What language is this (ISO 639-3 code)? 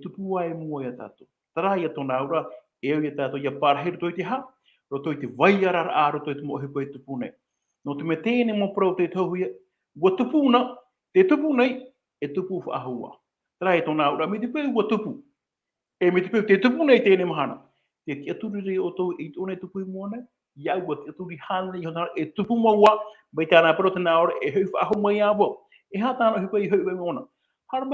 tah